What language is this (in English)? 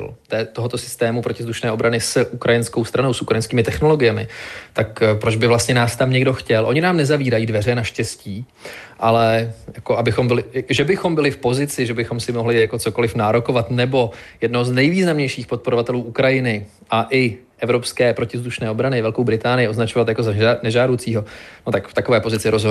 Czech